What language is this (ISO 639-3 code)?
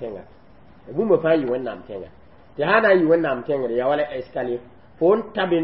mos